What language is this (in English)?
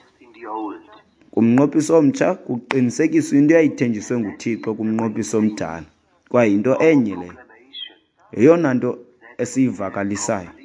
Xhosa